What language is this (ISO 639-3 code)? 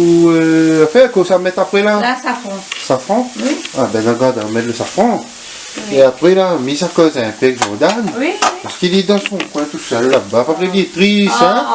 rcf